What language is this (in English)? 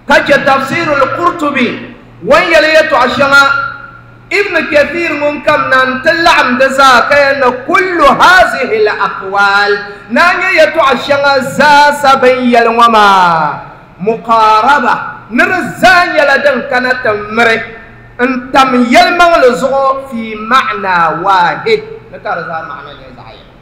Dagbani